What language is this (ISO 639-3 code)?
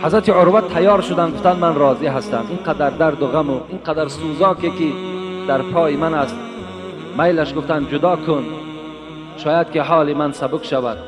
tgk